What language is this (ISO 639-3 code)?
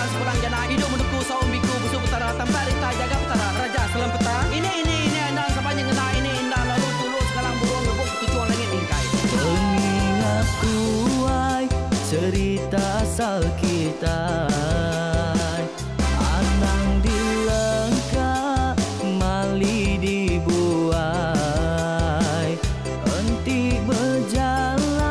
iba